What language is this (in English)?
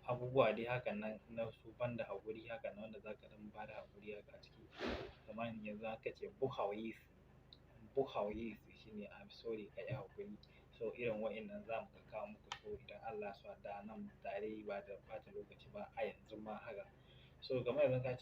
Hausa